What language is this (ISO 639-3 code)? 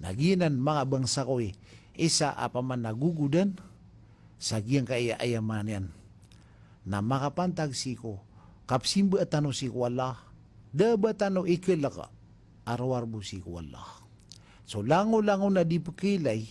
mrw